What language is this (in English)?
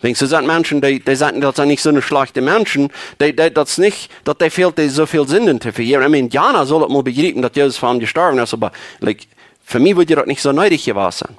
Plautdietsch